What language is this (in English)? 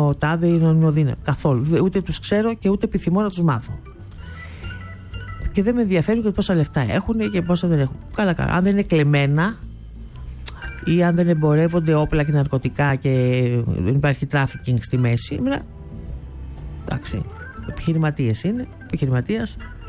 Greek